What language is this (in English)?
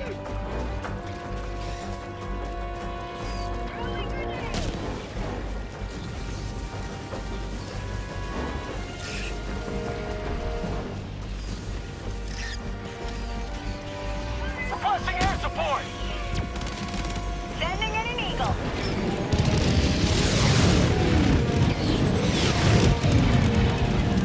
English